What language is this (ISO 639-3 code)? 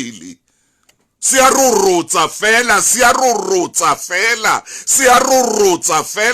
sot